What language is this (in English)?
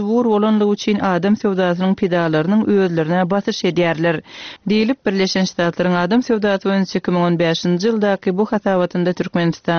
Turkmen